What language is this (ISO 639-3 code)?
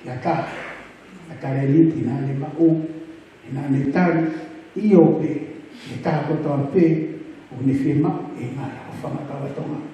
ton